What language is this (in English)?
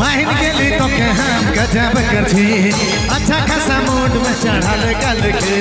Sadri